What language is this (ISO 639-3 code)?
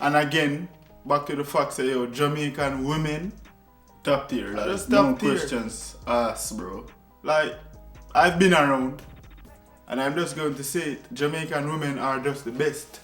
jam